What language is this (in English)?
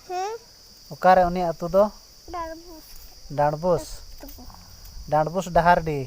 Santali